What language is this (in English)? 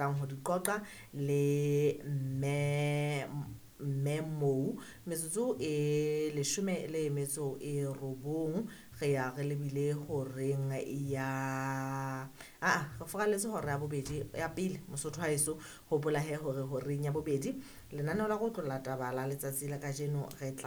Southern Sotho